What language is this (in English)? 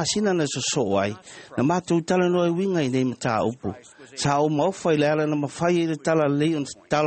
Samoan